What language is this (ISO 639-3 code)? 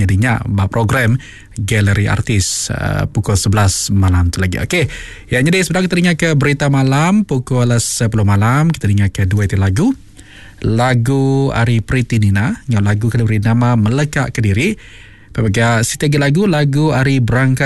iba